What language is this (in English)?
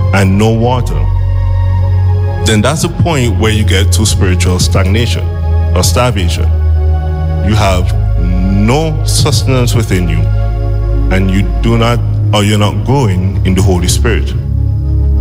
English